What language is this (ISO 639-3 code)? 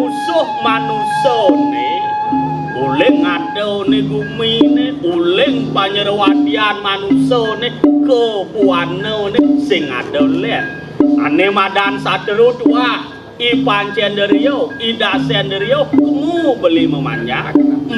ban